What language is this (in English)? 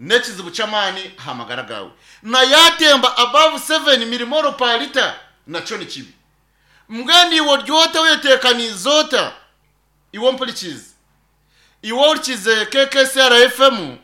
Nyankole